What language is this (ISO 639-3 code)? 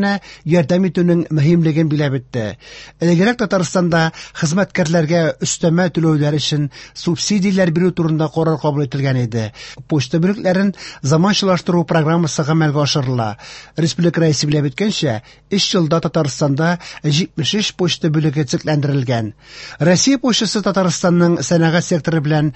tat